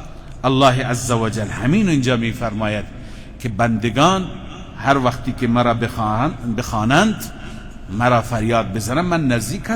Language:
Persian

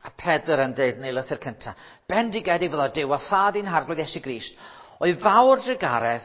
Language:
Welsh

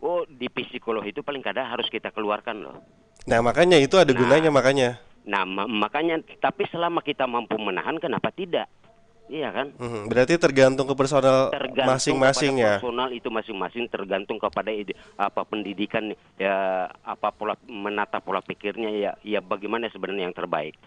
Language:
Banjar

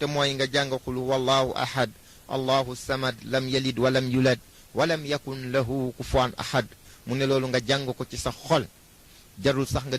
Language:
Wolof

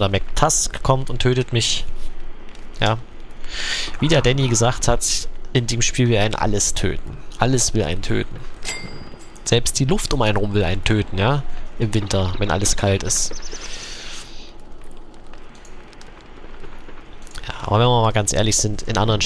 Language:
German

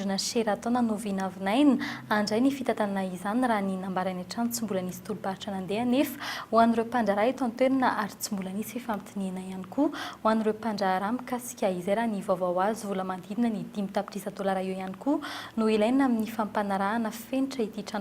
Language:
Malagasy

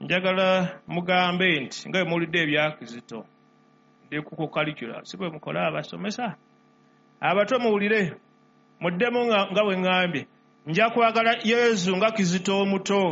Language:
Ganda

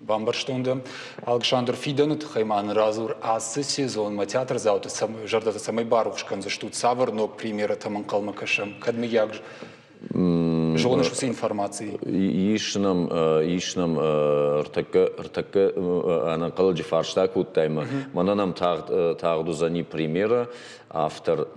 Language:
Ossetic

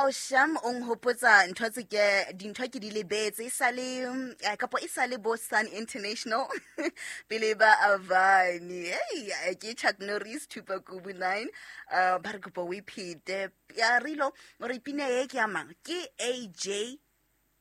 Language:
Southern Sotho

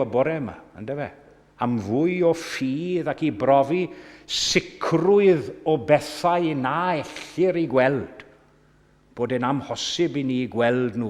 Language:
Welsh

